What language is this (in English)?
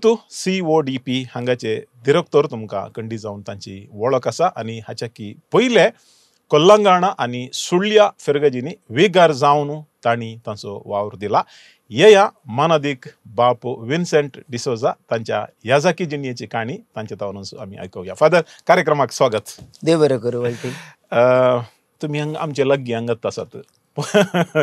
Konkani